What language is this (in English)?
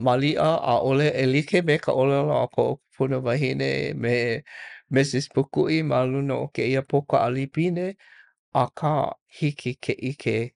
Hawaiian